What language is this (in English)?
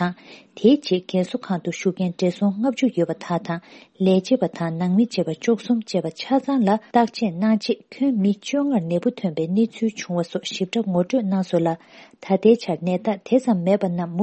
Tibetan